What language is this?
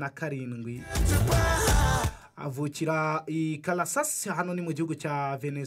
Kinyarwanda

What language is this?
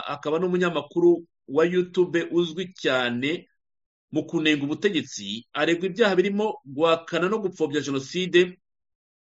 Kinyarwanda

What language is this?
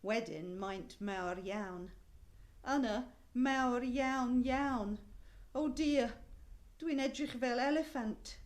Welsh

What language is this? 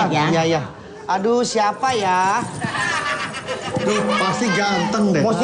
Indonesian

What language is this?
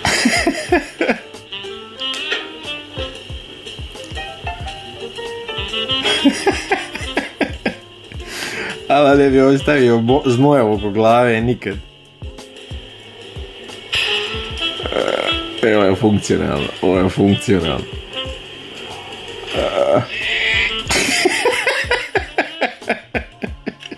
Croatian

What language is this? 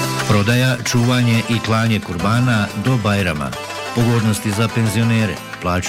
Bosnian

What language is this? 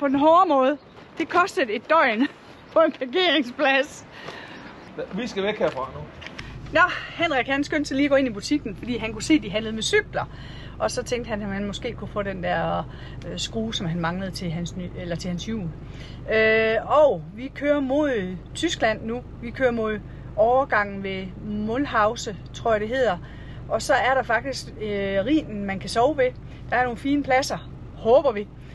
Danish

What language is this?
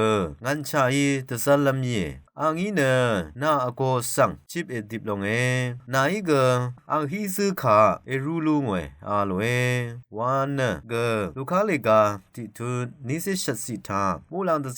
Rawang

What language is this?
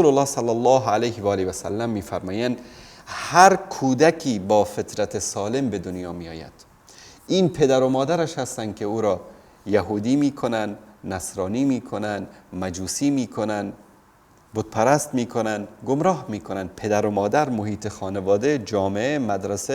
Tajik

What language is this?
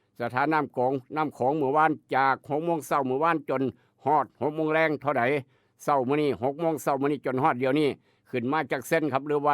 Northeastern Thai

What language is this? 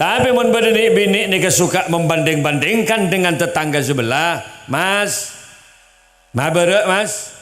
Madurese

